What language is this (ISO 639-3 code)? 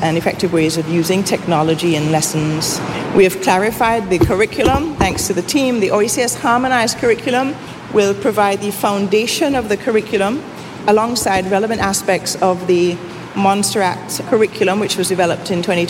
eng